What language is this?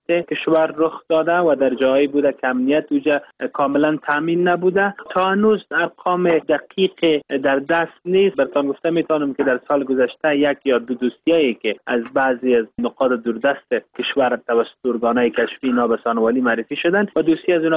Persian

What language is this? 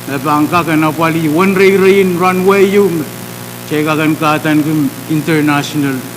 Pohnpeian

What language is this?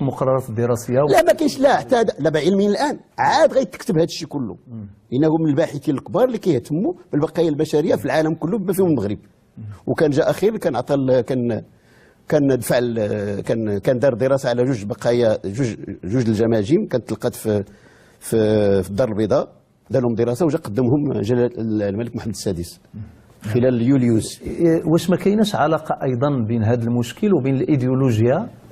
Moroccan Arabic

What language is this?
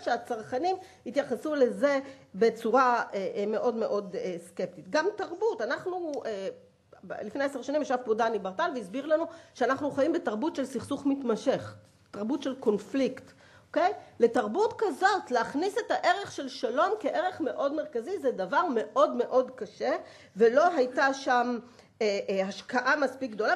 Hebrew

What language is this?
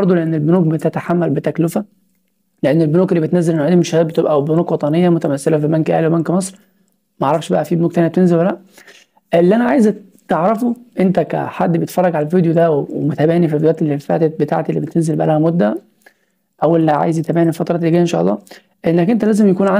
Egyptian Arabic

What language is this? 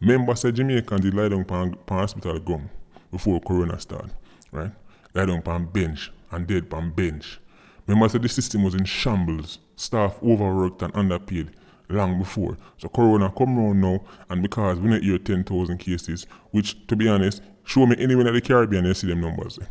Jamaican Creole English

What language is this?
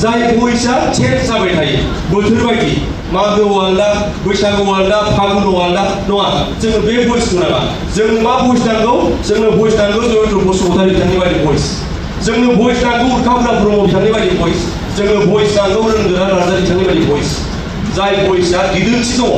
Bodo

